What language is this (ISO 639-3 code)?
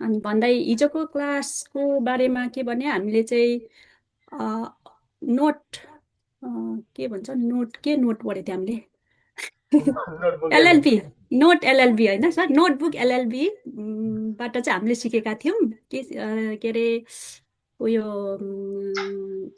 nep